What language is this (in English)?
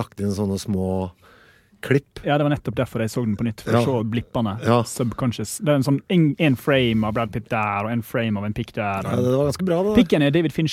Norwegian